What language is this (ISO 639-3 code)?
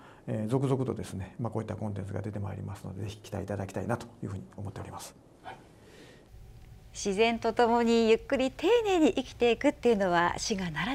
jpn